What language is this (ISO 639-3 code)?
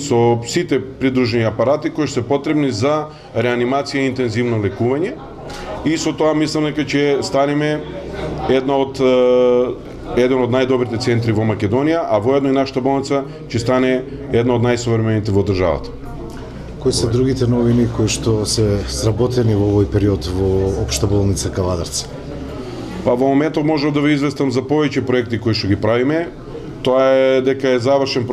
mkd